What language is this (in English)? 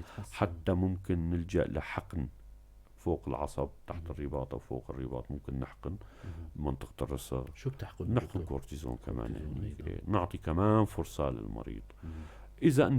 North Levantine Arabic